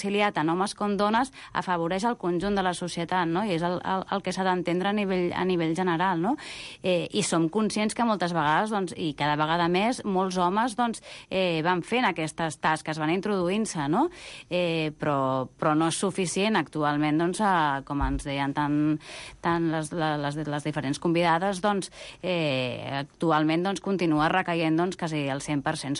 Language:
Catalan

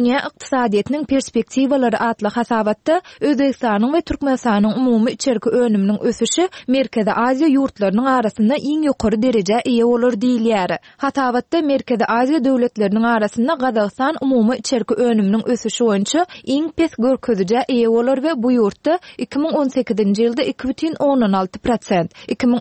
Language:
Turkmen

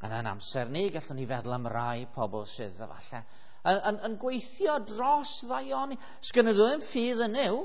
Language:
Welsh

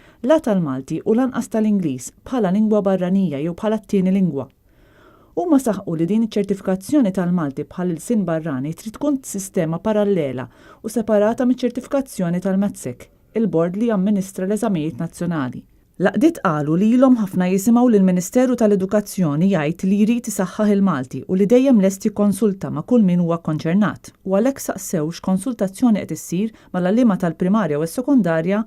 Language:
Maltese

